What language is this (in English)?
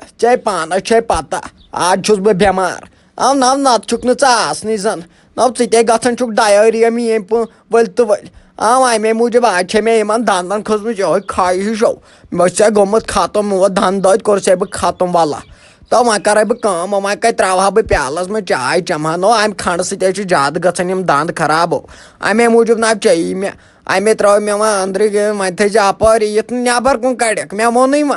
Kashmiri